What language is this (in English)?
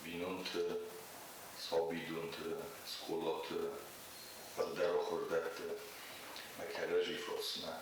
Ossetic